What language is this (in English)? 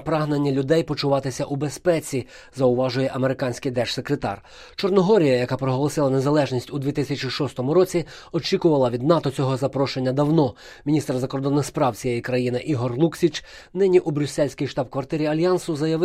Ukrainian